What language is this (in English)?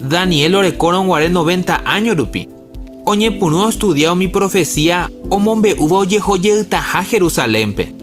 Guarani